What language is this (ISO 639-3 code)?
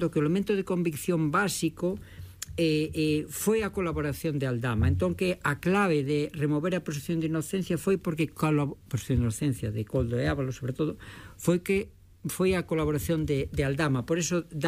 glg